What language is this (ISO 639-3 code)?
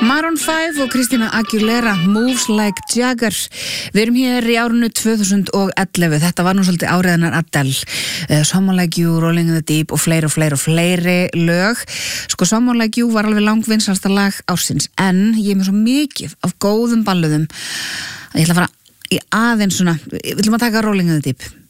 isl